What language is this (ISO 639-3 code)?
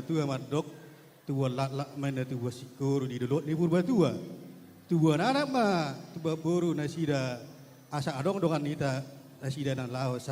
bbc